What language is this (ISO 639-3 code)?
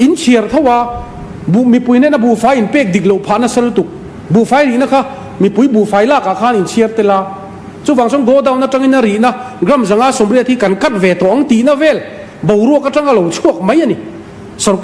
lus